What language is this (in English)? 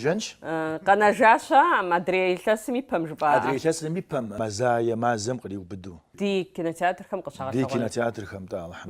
Kabardian